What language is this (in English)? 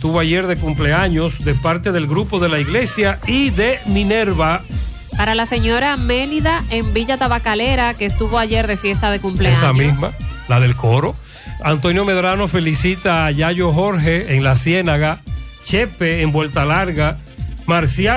Spanish